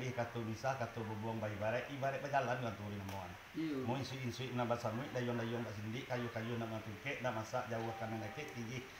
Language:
Minangkabau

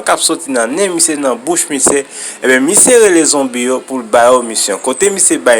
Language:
Haitian Creole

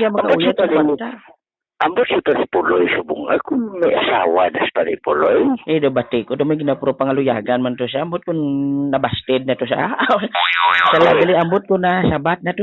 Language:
Hiligaynon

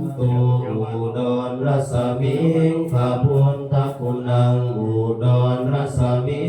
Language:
Pali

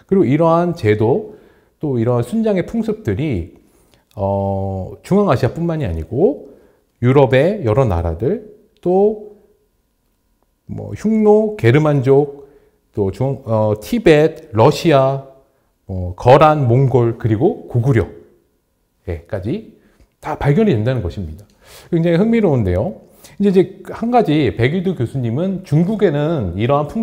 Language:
Korean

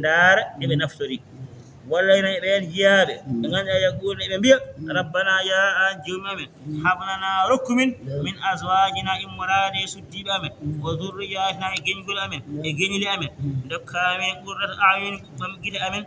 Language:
Fula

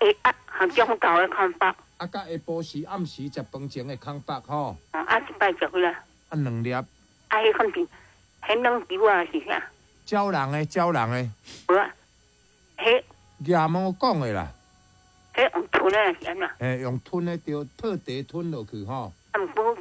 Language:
Min Nan Chinese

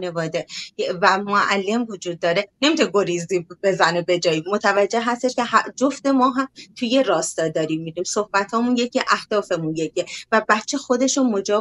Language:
Persian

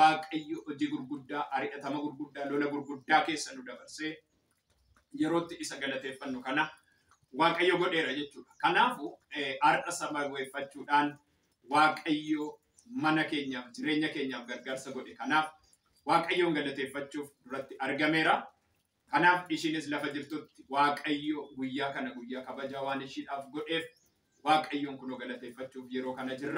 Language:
Oromo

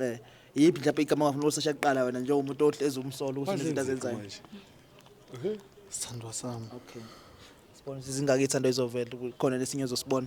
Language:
Zulu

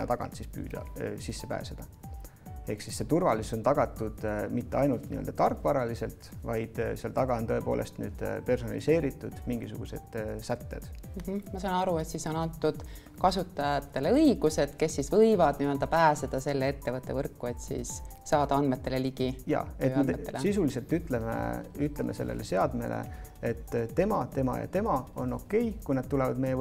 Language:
Estonian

